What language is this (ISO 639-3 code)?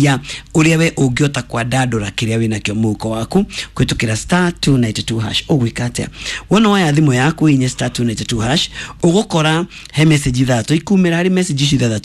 kik